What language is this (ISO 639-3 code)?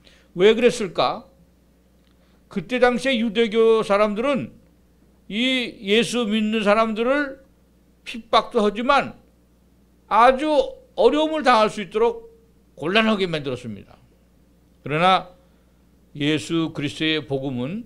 kor